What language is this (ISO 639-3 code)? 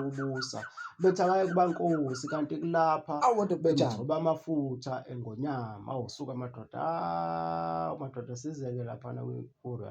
zul